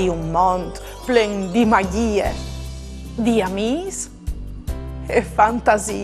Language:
Friulian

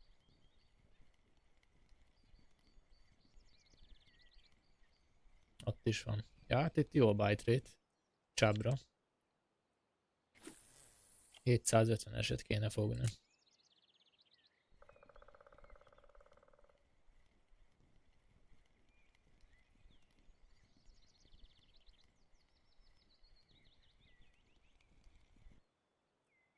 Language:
Hungarian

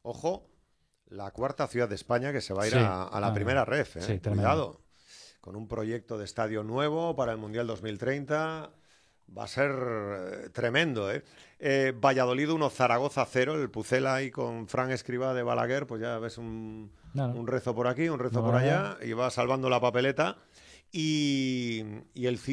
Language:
Spanish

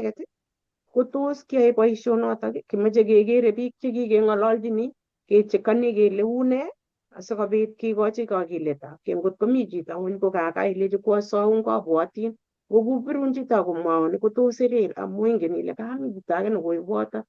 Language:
Kalenjin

